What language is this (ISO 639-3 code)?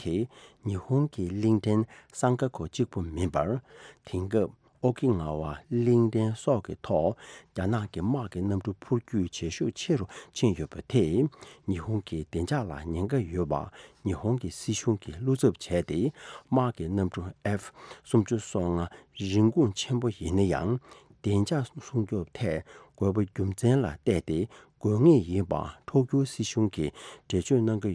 bod